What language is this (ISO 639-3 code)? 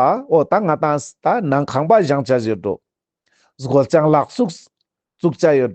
lbj